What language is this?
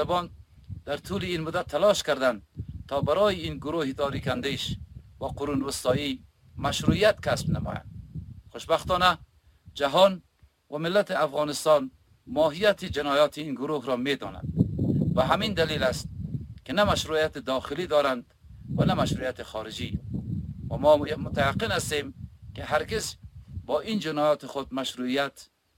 Persian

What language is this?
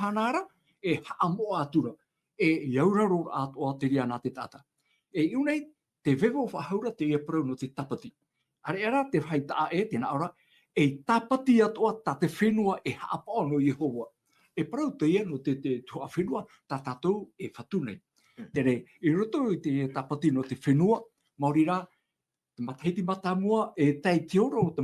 Tahitian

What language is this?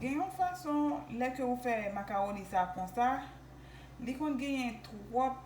Haitian Creole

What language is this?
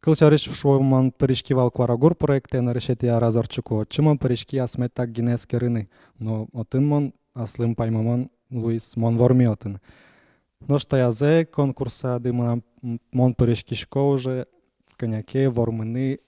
Udmurt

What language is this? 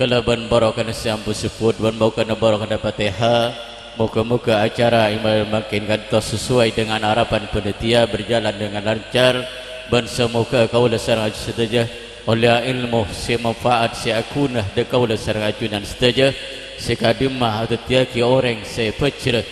Madurese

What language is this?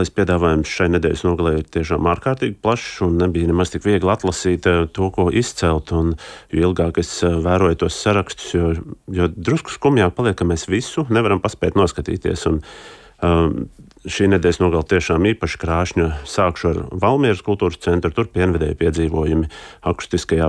Latvian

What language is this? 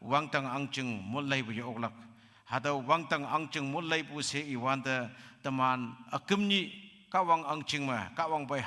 Konyak Naga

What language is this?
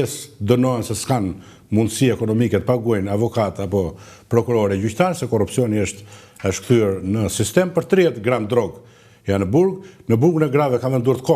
Albanian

